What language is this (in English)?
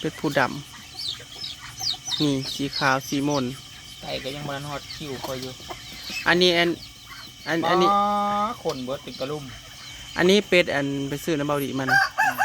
Northeastern Thai